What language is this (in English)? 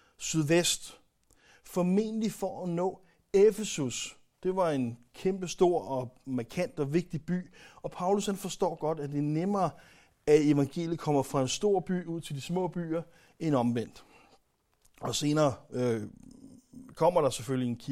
Danish